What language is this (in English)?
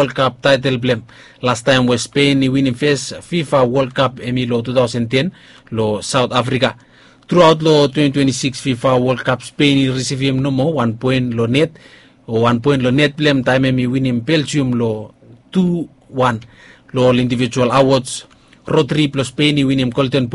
Bislama